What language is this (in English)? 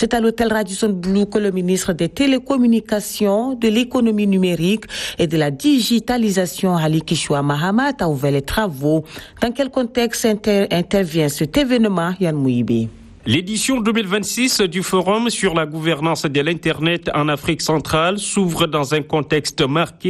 French